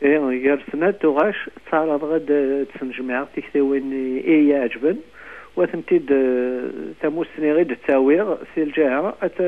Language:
Kabyle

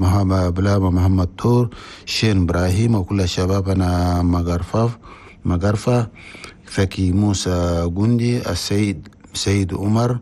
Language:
Chadian Arabic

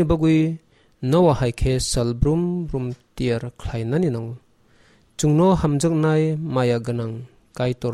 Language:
Kok Borok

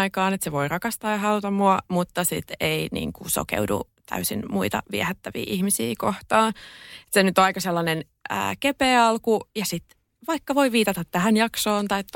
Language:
Finnish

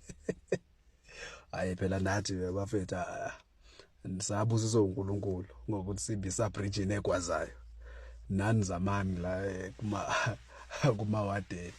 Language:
Zulu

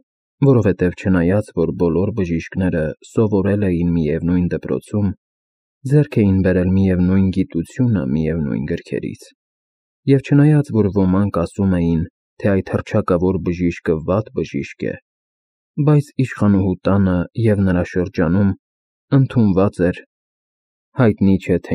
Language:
Armenian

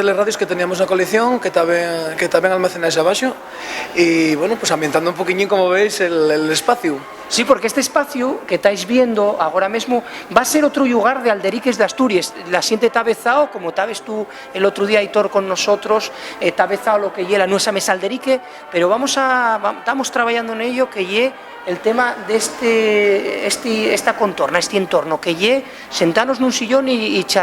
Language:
Asturian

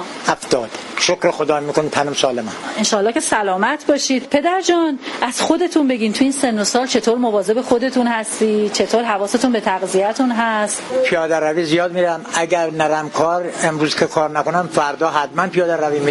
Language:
Persian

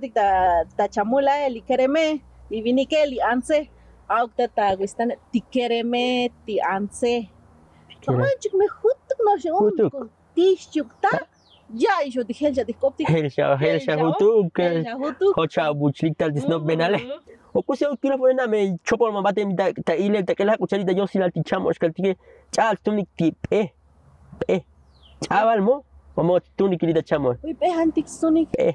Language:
Tzotzil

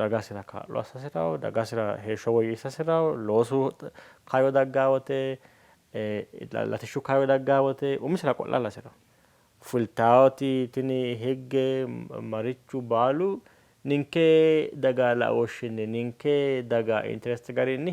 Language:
Sidamo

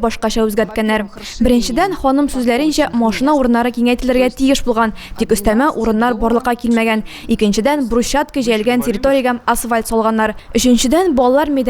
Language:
Tatar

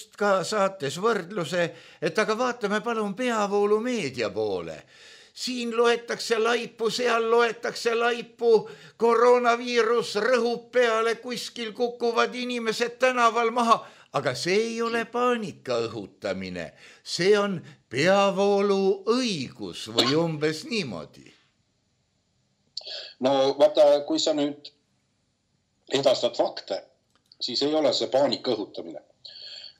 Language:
Estonian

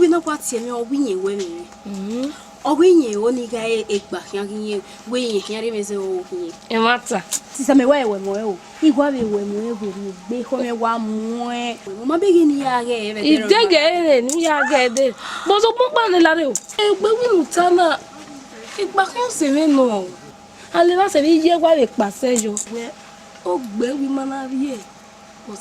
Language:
Bini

